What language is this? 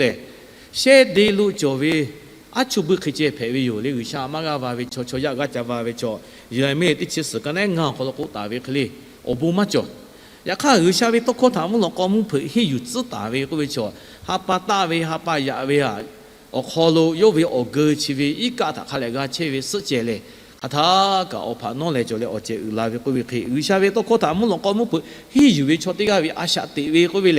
Lahu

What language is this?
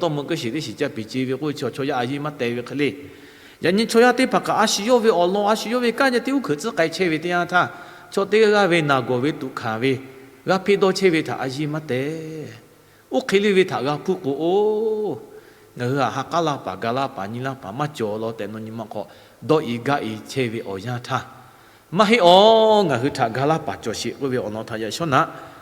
Lahu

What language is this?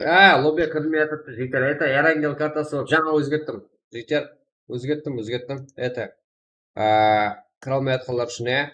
Kara-Kalpak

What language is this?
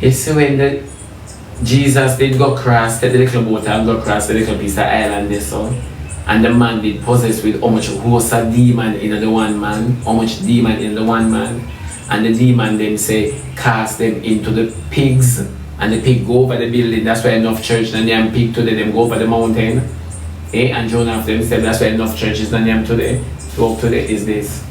Jamaican Creole English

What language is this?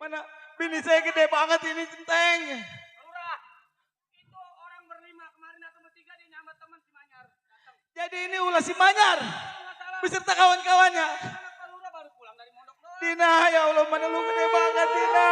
Betawi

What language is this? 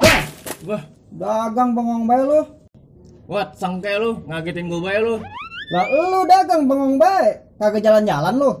Betawi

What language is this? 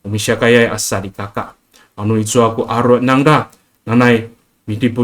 Amis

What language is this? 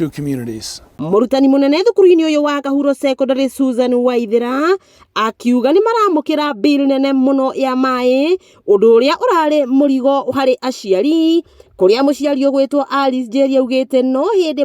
Kikuyu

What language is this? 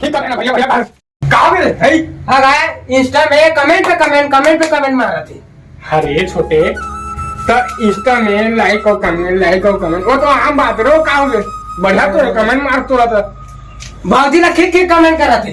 Chhattisgarhi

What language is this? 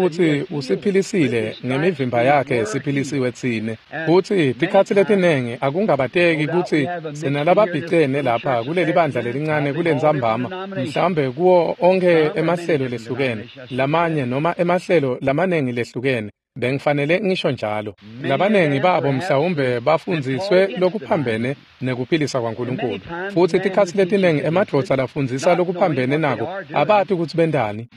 Swati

